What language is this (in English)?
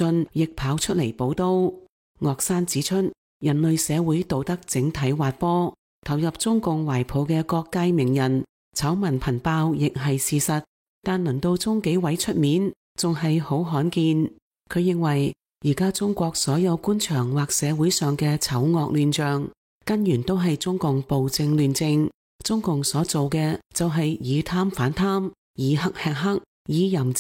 Cantonese